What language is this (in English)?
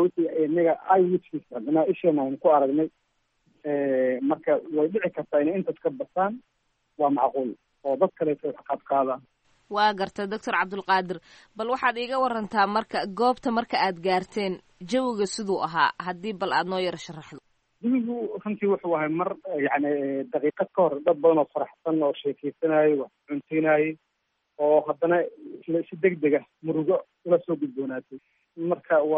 Somali